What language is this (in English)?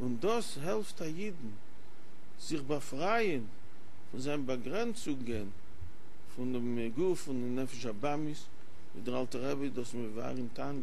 Yiddish